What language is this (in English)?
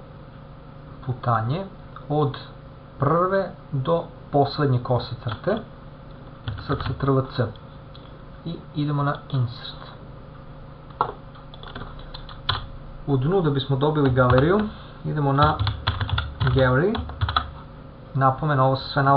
Serbian